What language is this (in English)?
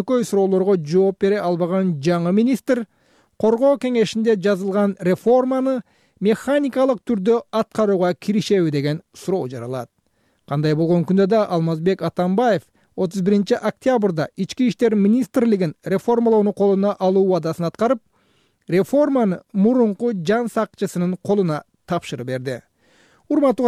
Kyrgyz